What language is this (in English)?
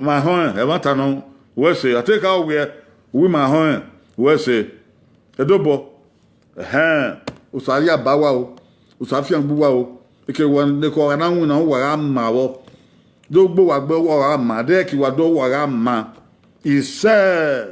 Bini